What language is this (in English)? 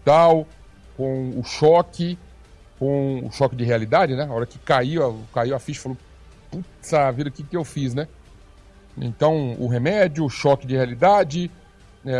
Portuguese